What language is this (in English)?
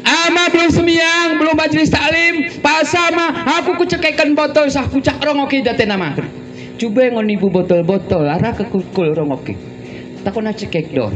Gayo